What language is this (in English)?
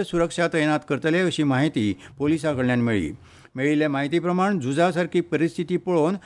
Konkani